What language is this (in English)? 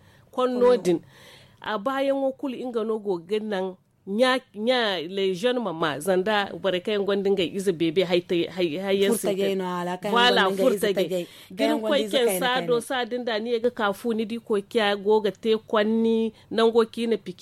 Zarma